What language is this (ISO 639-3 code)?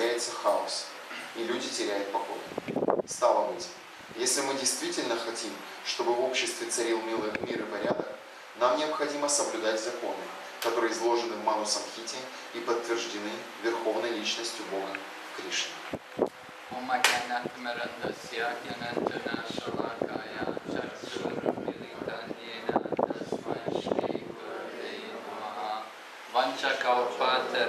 rus